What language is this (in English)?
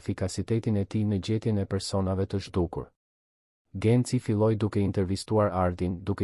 Albanian